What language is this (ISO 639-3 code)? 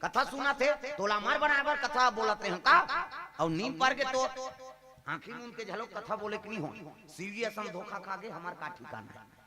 hne